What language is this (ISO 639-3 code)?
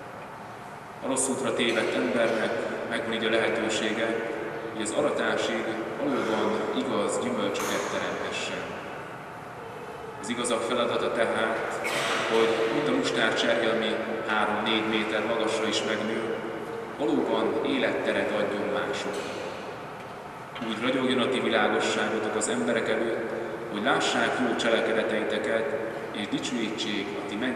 hun